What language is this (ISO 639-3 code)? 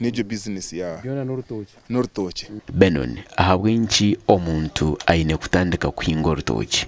nyn